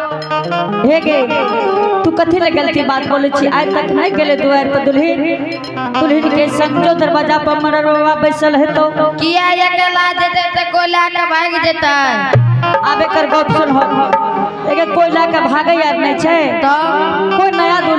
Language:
Angika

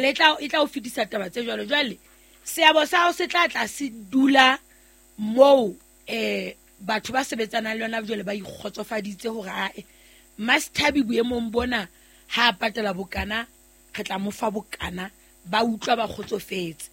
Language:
Southern Sotho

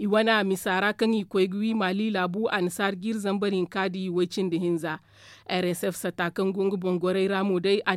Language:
Zarma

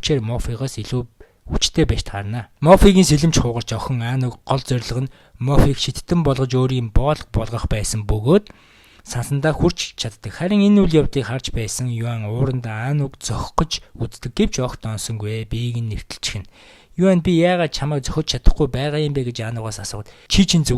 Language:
Mongolian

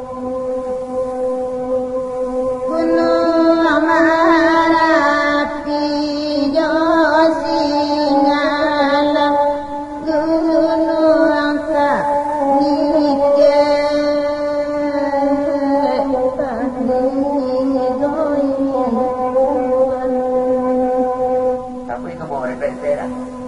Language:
Minangkabau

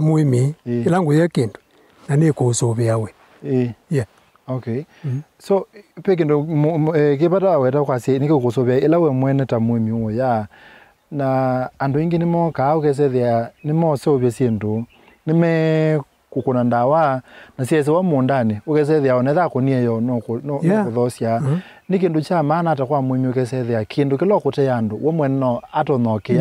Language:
Kamba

